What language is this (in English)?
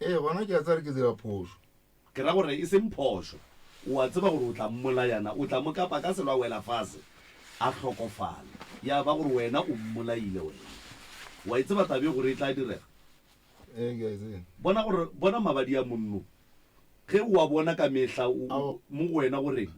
Northern Sotho